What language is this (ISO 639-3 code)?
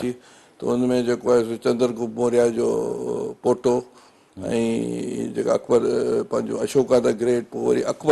snd